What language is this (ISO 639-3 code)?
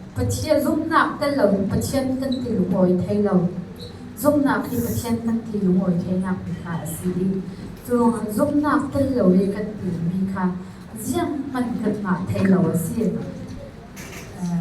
cfm